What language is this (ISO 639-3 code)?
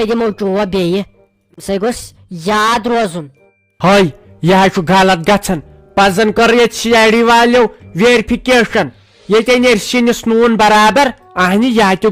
kas